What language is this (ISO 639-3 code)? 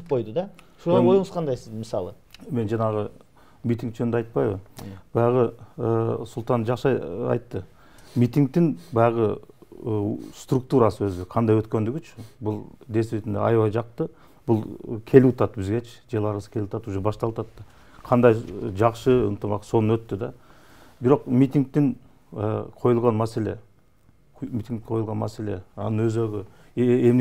kir